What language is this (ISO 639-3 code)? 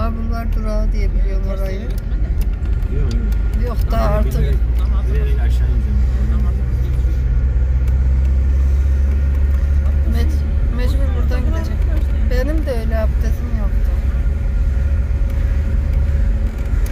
tur